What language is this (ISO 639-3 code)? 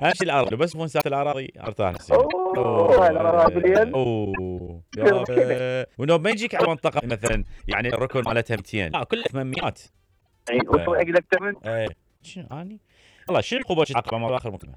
acm